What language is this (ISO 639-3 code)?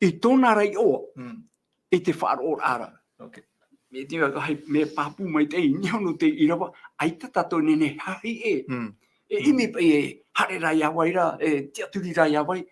tah